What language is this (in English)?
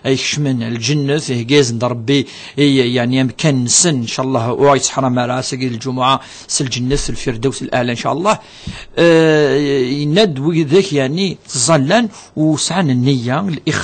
Kabyle